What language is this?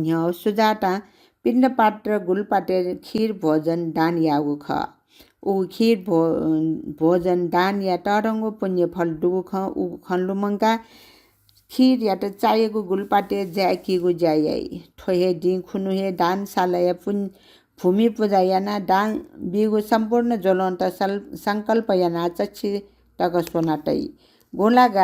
Newari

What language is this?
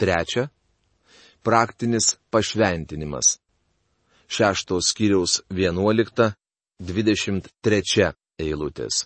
Lithuanian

